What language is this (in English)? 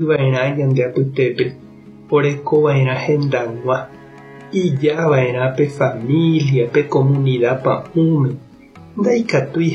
Guarani